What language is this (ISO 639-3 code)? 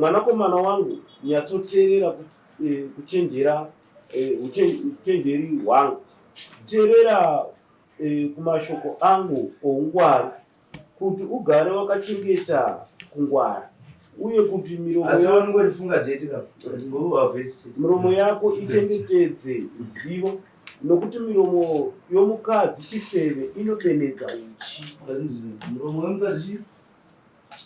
sna